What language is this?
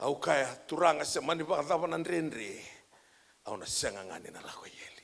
Fijian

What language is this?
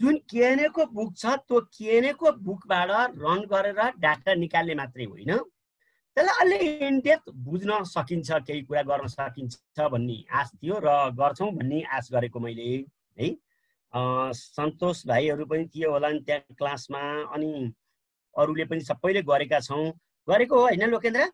Nepali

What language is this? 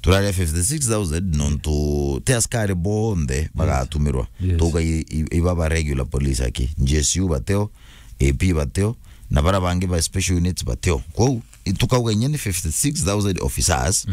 Meru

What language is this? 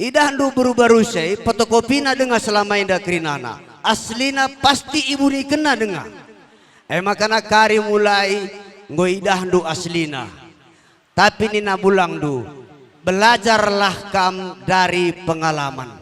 Batak Karo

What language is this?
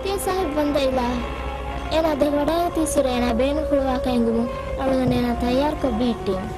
Divehi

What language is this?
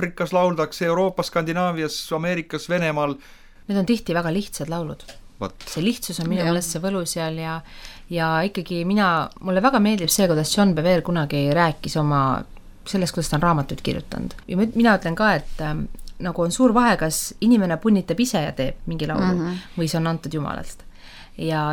Estonian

